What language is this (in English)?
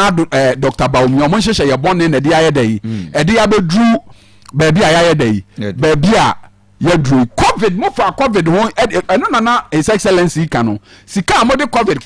Akan